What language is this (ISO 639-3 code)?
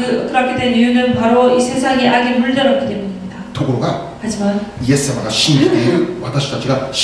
kor